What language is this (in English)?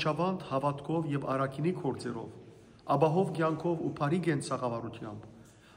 Western Armenian